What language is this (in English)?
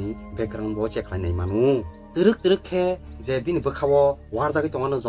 Kok Borok